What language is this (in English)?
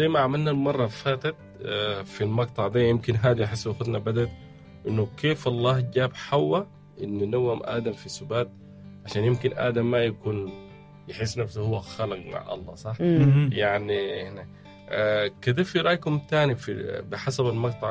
Sudanese Arabic